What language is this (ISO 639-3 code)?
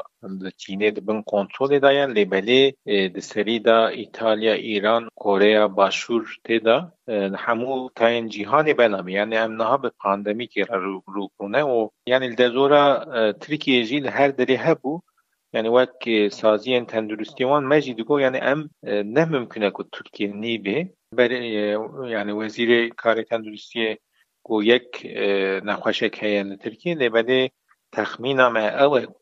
kur